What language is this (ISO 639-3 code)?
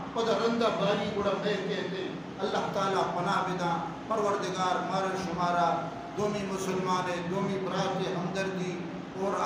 bal